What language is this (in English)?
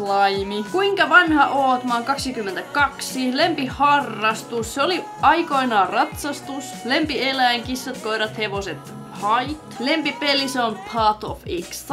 Finnish